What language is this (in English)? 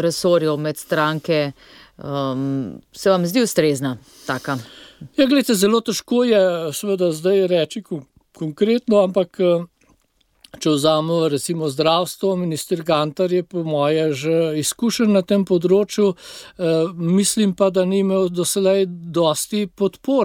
Slovenian